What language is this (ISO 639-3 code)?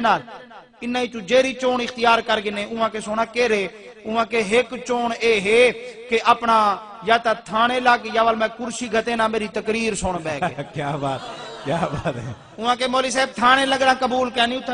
skr